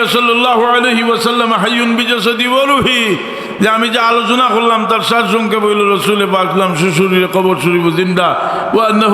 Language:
Sylheti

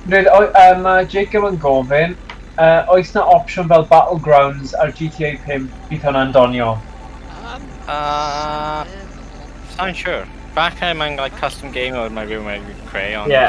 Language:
Welsh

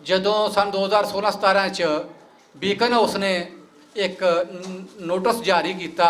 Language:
Western Panjabi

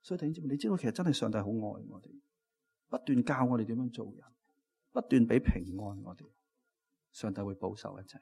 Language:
Cantonese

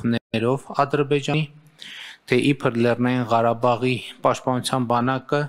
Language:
Armenian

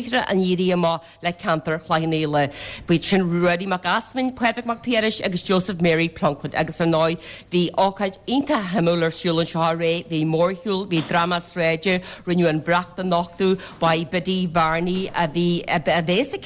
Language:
Irish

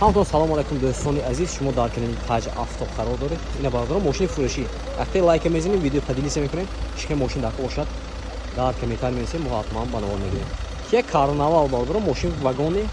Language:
Tajik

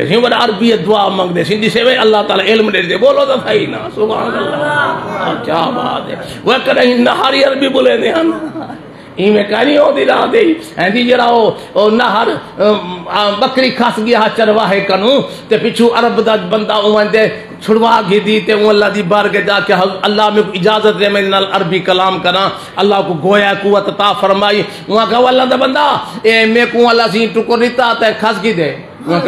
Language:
Saraiki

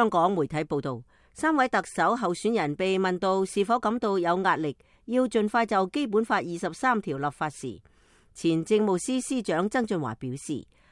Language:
Cantonese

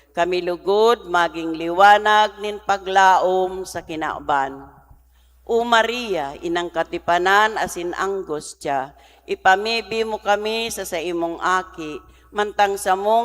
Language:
Bikol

